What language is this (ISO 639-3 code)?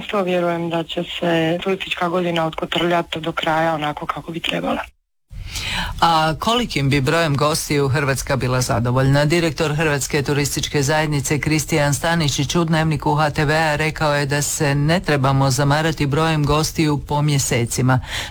hrv